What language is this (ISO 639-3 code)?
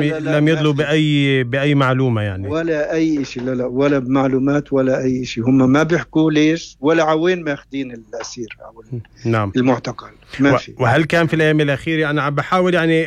apc